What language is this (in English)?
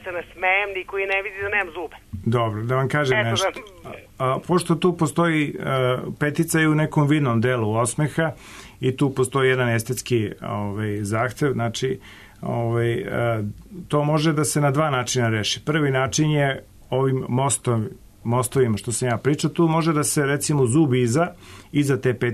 Serbian